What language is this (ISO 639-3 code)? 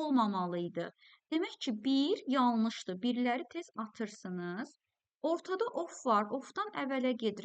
aze